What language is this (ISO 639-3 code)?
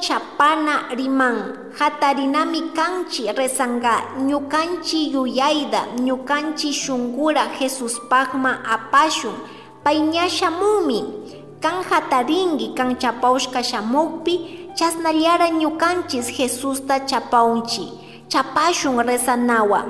qug